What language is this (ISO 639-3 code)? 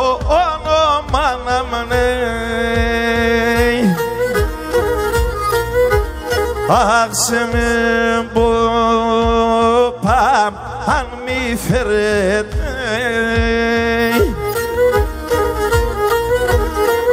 ell